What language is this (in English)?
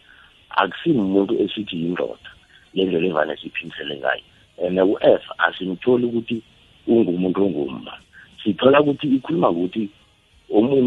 South Ndebele